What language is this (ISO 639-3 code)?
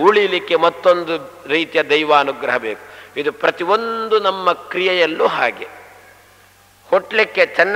kan